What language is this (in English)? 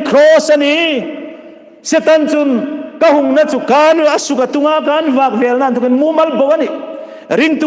Hmar